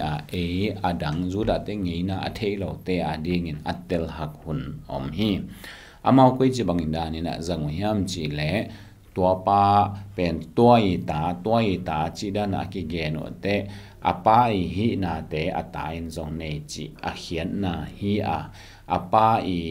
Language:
Tedim Chin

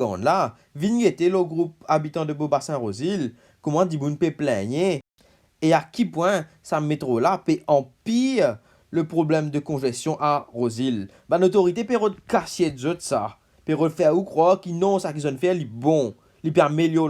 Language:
Morisyen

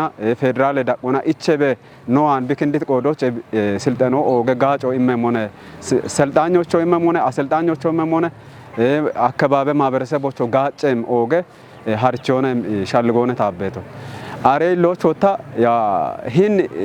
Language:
Kafa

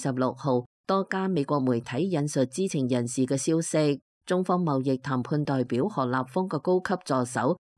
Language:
Cantonese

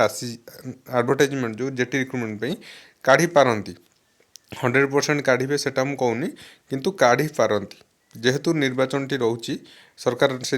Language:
Odia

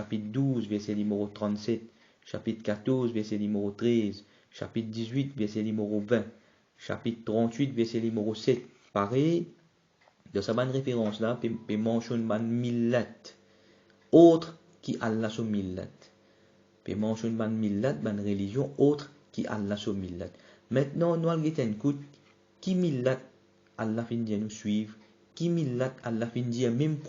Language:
Morisyen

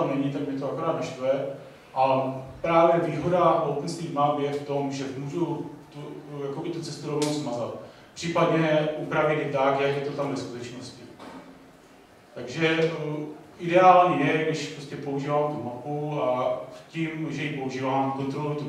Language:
Czech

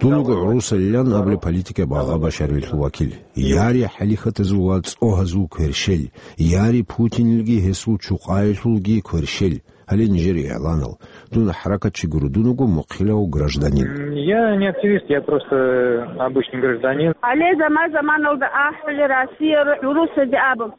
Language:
Avaric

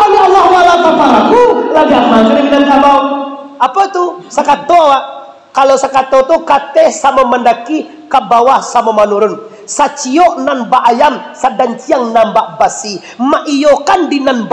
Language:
Minangkabau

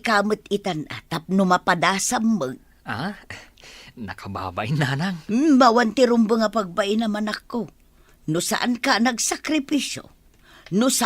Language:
Iloko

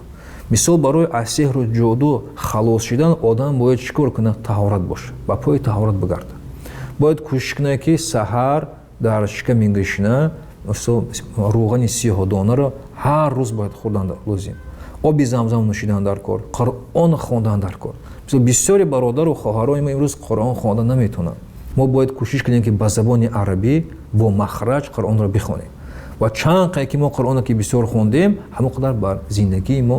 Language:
Tajik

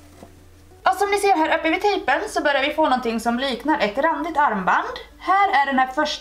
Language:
Swedish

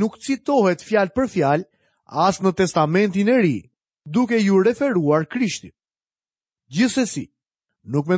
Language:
Albanian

